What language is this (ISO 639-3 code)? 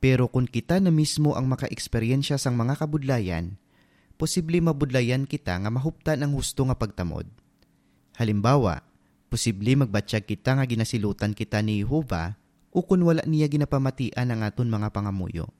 hil